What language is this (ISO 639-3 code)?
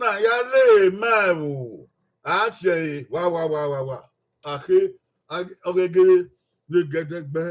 bin